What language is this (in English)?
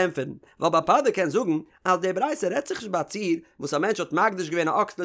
Yiddish